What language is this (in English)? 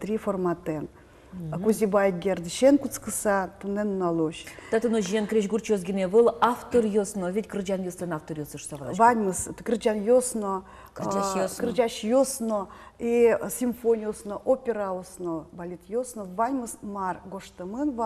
Udmurt